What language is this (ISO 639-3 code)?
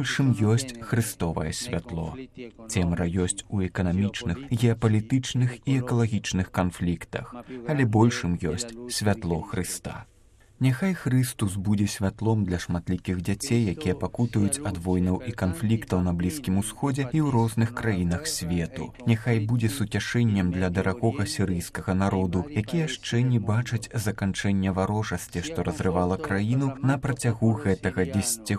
bel